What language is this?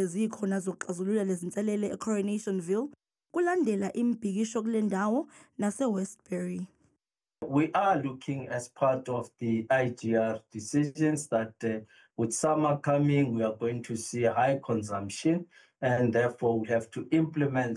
Zulu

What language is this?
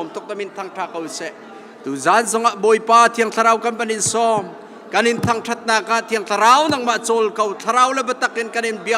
Hakha Chin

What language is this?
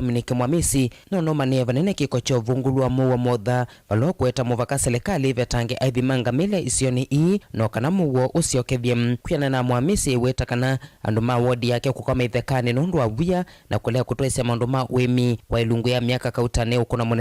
Kamba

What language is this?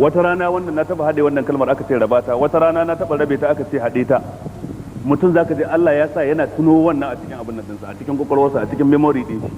Hausa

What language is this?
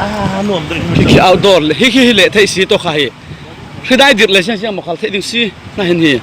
Falam Chin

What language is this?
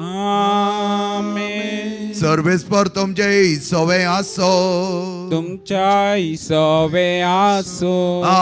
Konkani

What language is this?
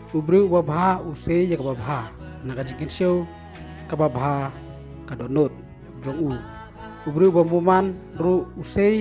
Khasi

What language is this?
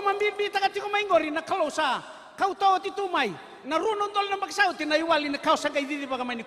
Fijian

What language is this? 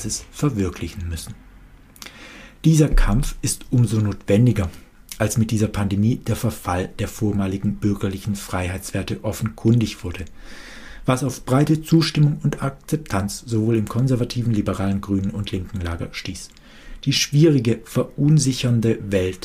German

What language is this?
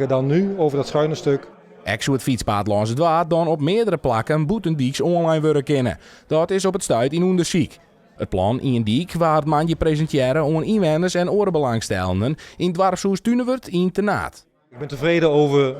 Western Frisian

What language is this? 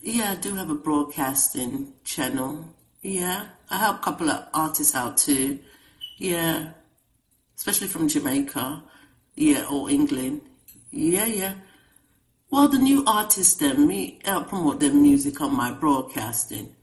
Jamaican Creole English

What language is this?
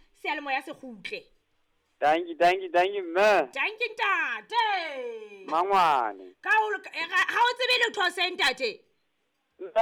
Southern Sotho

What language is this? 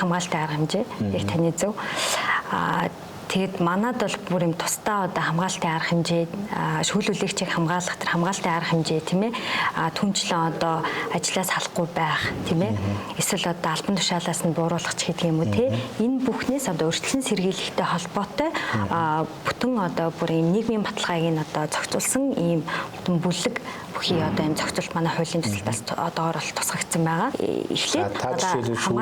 Mongolian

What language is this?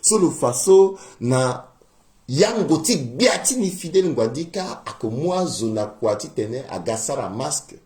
Sango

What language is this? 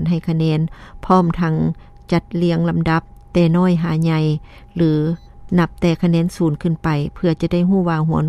Lao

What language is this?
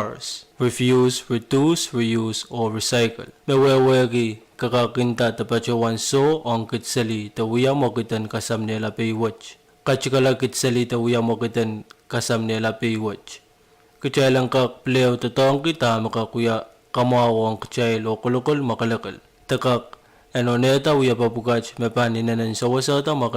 Pohnpeian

